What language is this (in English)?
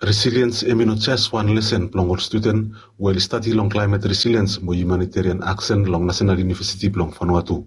Bislama